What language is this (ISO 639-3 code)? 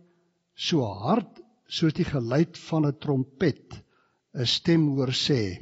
afr